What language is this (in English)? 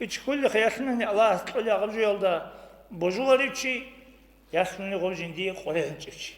Avaric